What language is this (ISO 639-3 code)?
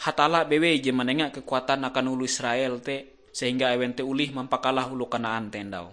nij